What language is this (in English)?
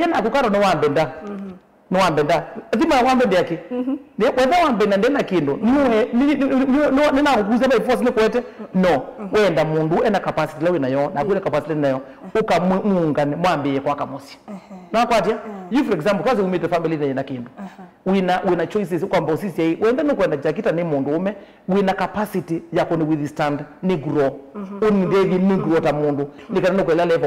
Kamba